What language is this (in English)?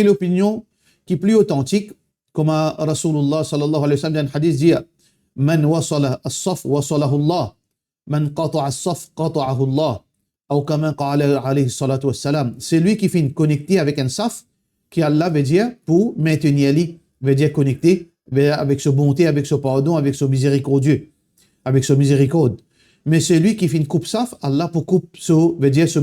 Morisyen